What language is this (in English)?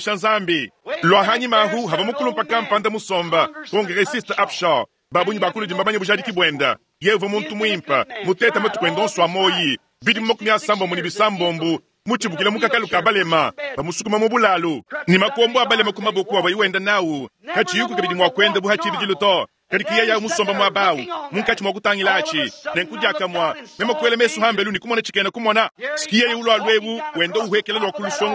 Luba-Lulua